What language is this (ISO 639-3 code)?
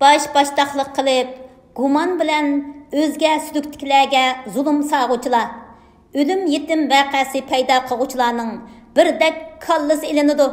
uig